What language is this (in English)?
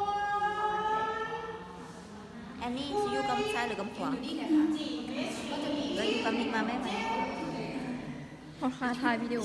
Lao